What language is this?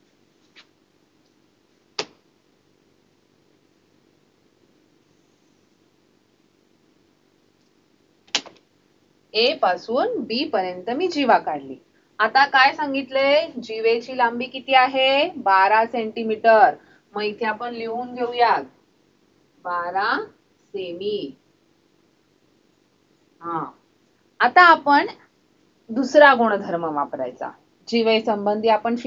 Marathi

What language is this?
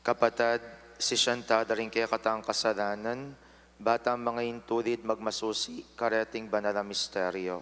Pampanga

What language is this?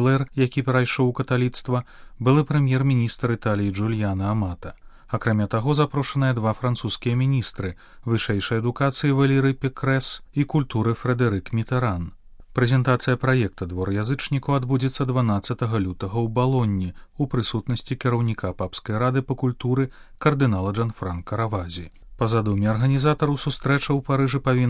Belarusian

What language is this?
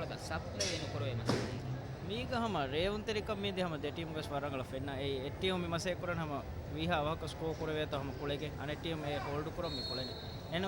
Divehi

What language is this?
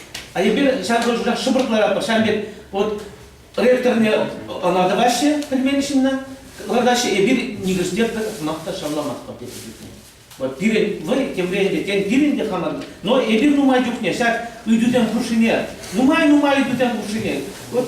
Chuvash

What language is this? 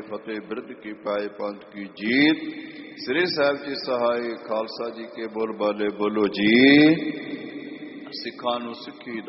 Punjabi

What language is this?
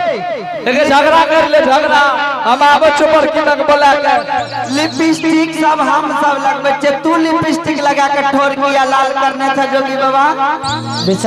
Angika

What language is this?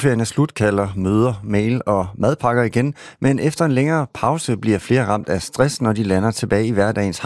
Danish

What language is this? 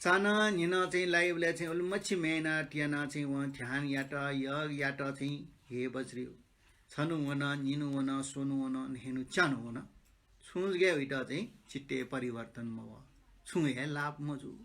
Newari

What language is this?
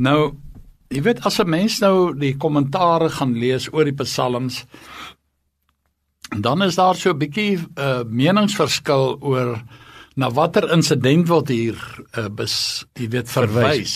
Afrikaans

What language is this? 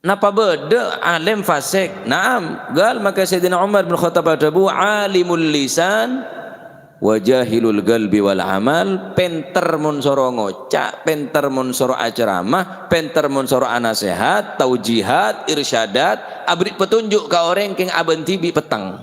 Madurese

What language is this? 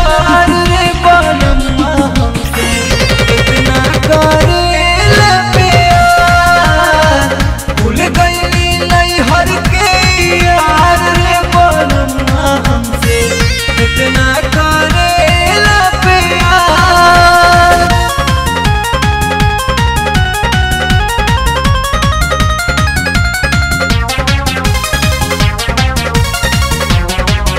Bhojpuri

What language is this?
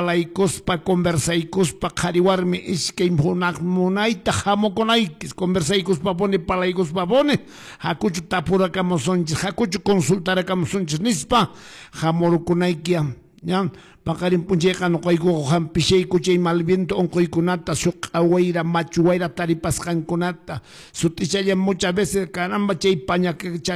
Quechua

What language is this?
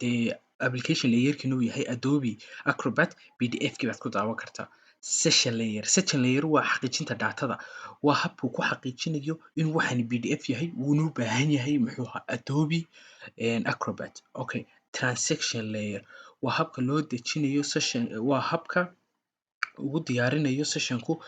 Somali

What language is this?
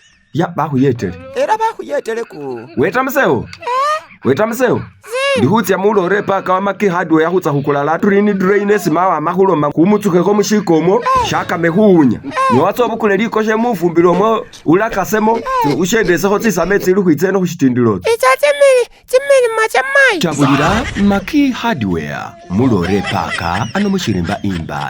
Masaaba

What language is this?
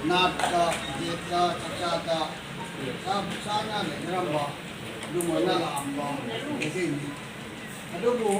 Manipuri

